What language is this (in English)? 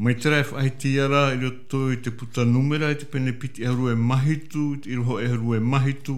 Tahitian